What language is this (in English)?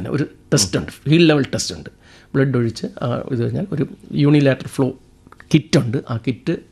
Malayalam